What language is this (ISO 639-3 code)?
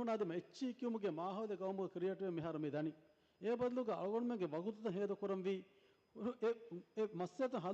div